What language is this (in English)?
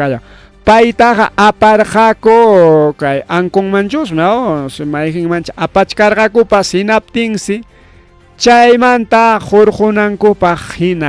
Ayacucho Quechua